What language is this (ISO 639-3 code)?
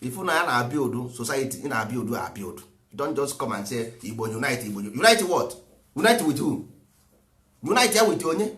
ibo